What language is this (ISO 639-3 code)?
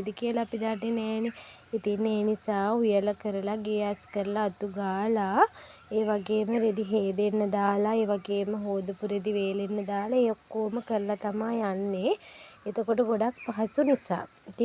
sin